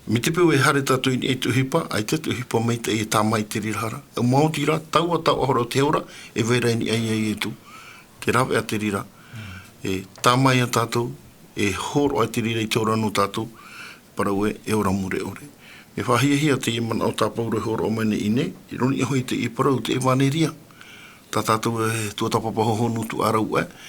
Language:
Tahitian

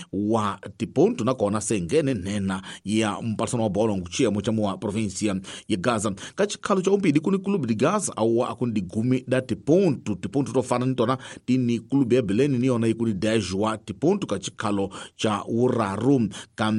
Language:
Tsonga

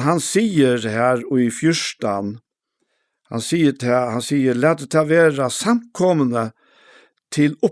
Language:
Faroese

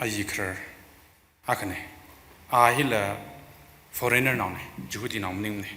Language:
Tangkhul Naga (India)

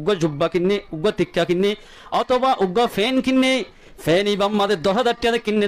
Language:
Rohingya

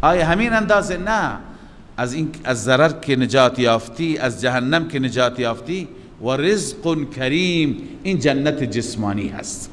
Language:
Persian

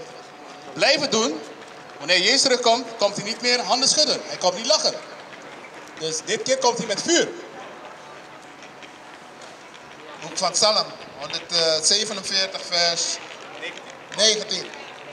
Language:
Dutch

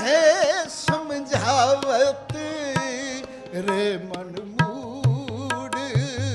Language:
Punjabi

